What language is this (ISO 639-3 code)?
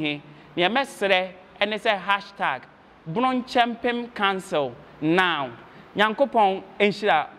aka